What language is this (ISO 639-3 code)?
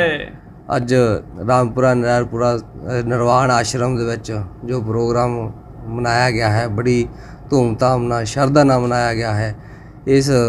pan